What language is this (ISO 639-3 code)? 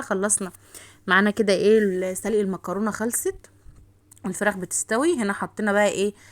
arz